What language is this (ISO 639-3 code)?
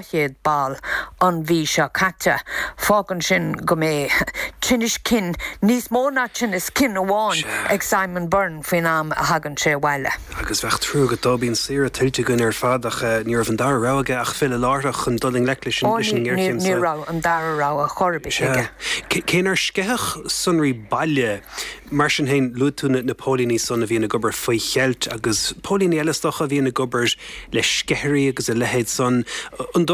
gle